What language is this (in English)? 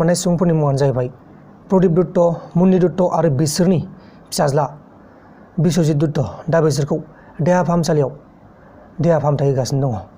Bodo